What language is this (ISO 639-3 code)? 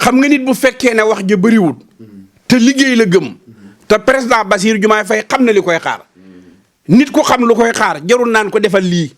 wol